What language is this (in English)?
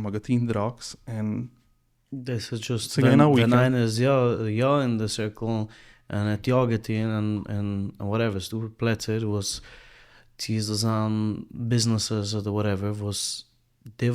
Yiddish